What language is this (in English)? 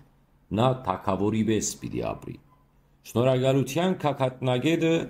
Western Armenian